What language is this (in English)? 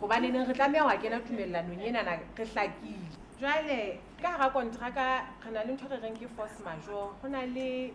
Southern Sotho